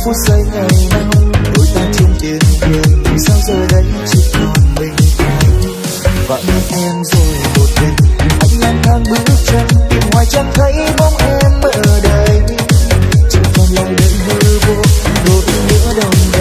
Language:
Vietnamese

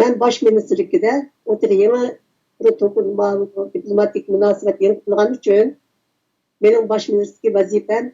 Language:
Uyghur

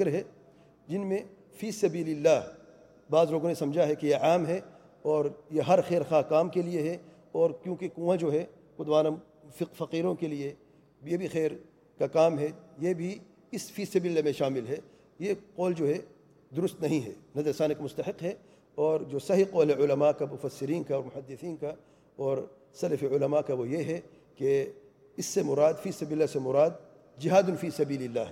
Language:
Urdu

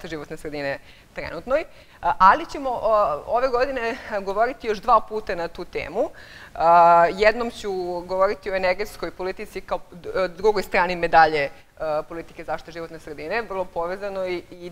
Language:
Serbian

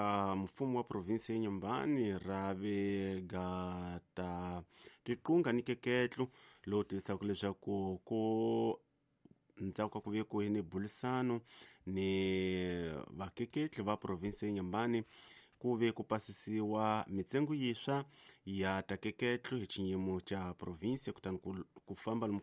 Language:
Tsonga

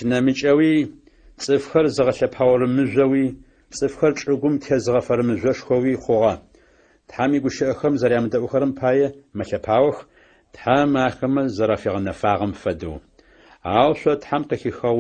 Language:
Adyghe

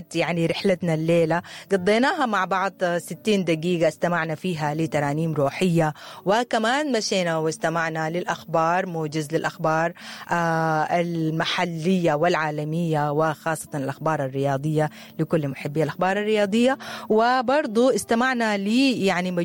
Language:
Sudanese Arabic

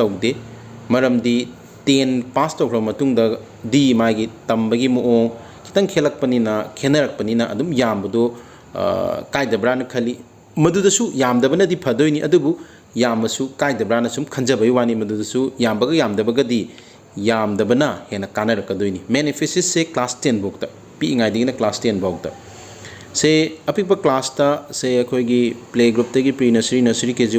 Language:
Manipuri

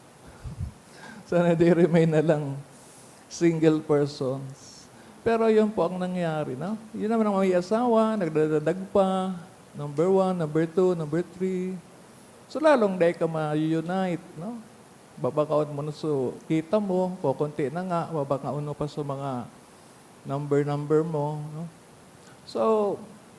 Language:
Bikol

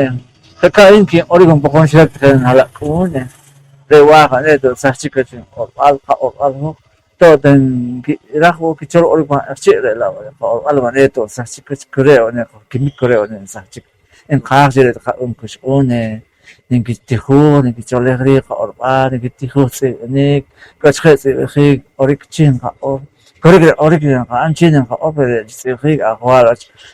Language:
Poqomchi'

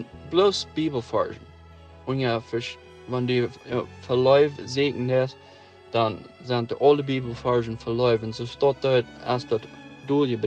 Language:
Plautdietsch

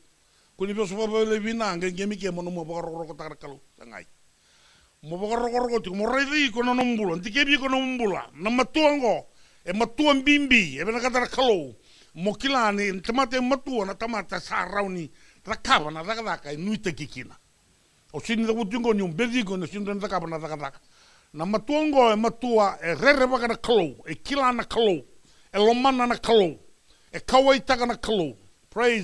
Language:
Fijian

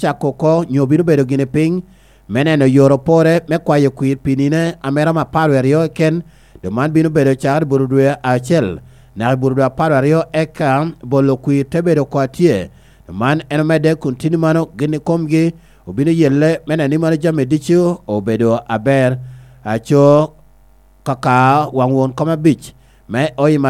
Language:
Lango (Uganda)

